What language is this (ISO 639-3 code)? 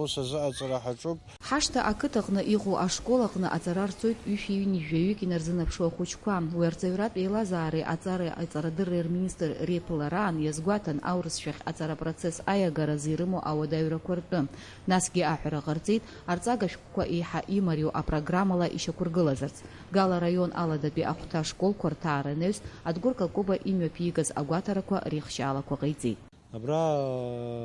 abk